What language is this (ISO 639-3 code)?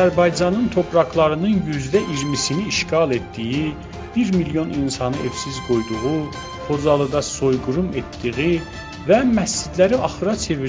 azb